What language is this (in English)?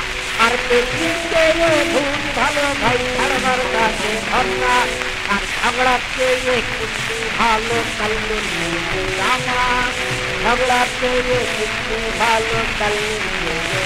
Bangla